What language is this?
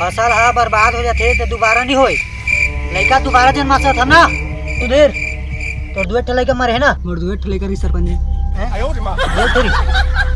Chhattisgarhi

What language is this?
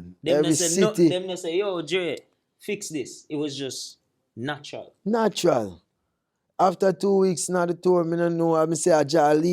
Jamaican Creole English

